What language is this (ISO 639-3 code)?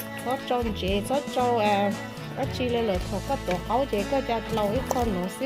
hmn